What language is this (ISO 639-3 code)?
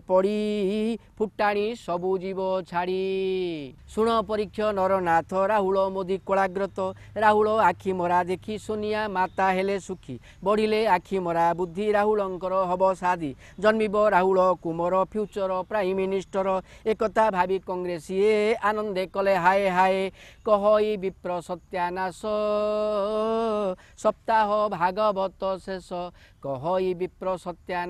ori